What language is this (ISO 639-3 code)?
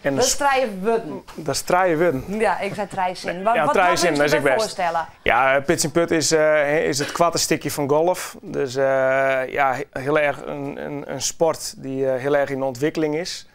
fry